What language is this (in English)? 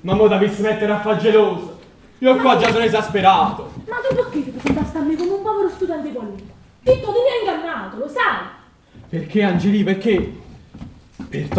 Neapolitan